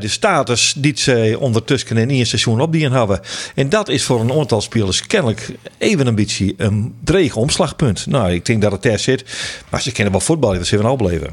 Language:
Western Frisian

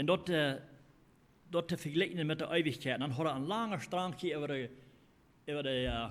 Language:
Plautdietsch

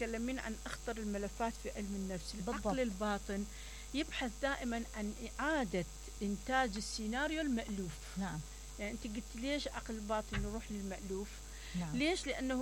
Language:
Mesopotamian Arabic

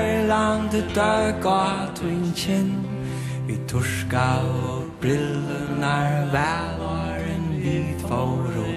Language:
Faroese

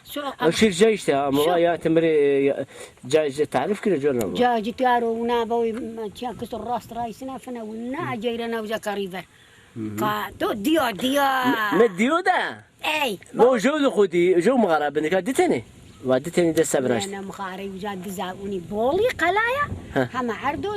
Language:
Zaza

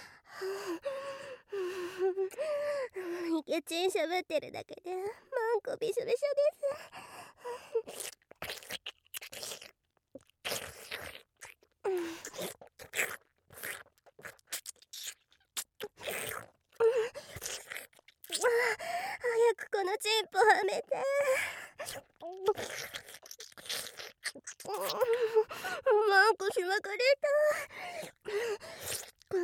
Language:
Japanese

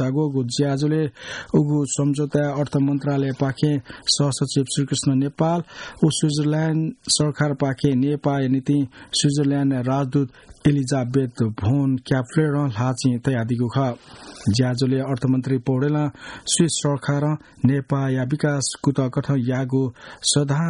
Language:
Newari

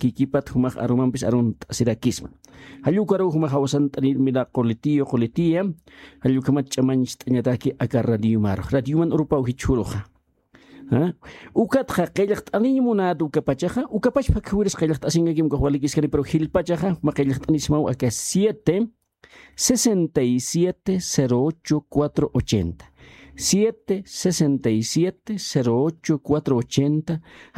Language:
Aymara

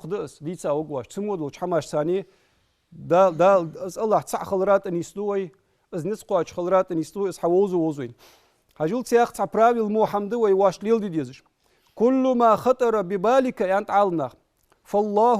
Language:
Ingush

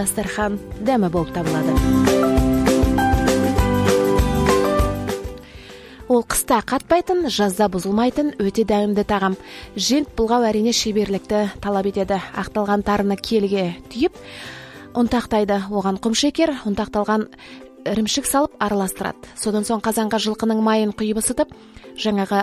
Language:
Kazakh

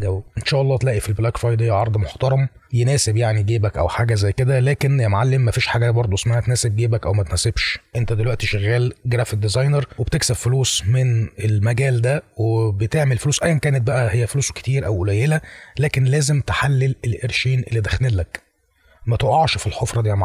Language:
Egyptian Arabic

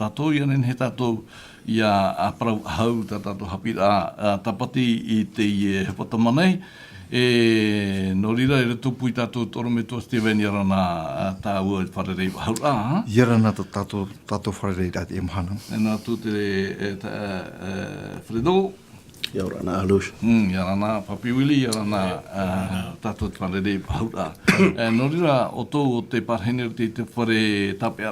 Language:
Tahitian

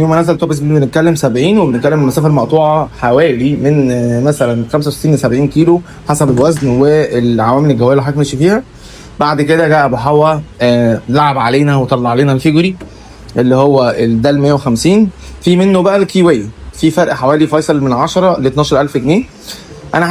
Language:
Egyptian Arabic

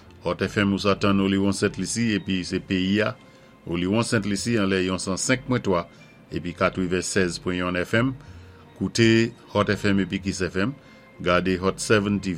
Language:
Saint Lucian Creole French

